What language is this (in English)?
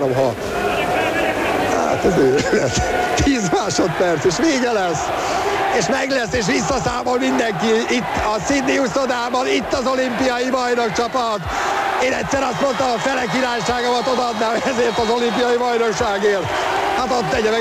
Hungarian